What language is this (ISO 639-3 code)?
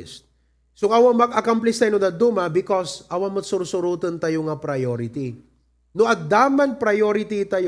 ilo